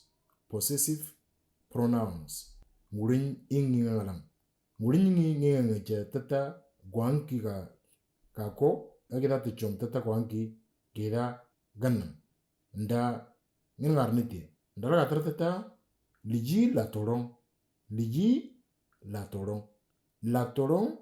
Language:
Moro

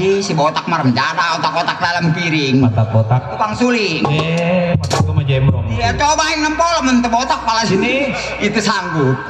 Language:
Betawi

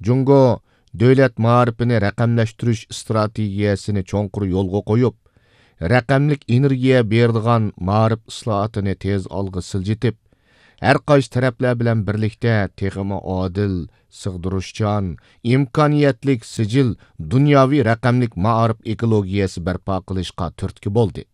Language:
Uyghur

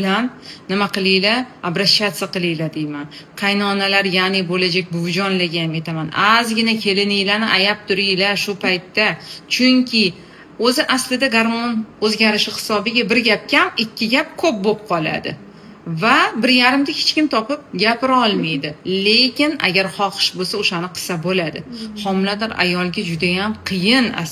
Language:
Uzbek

